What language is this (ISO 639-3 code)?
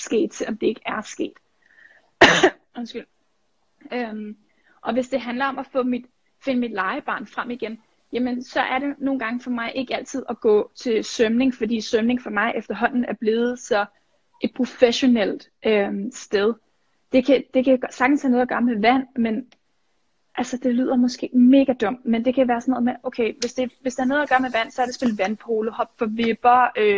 dan